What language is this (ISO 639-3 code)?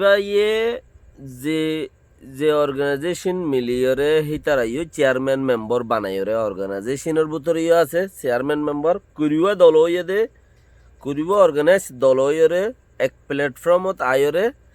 rhg